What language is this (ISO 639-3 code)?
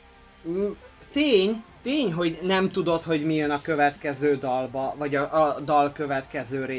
hun